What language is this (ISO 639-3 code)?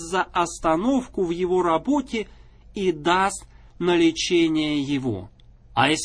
rus